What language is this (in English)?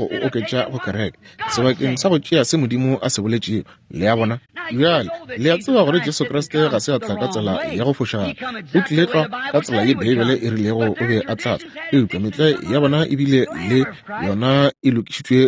Northern Sotho